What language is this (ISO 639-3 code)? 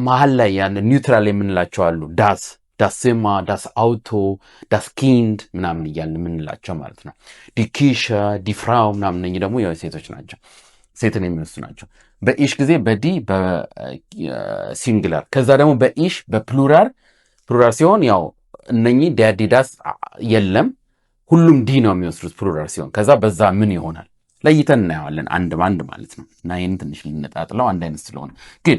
amh